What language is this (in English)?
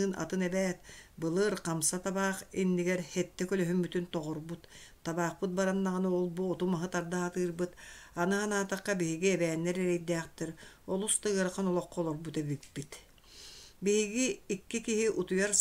Yakut